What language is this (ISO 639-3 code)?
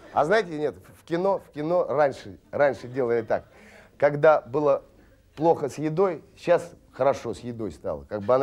rus